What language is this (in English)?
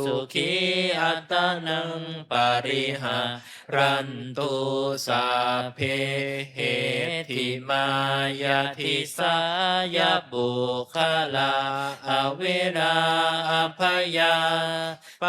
Pali